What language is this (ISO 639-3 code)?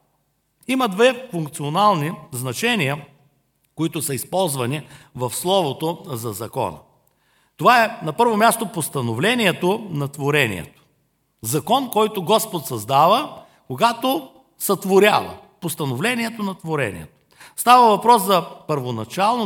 bul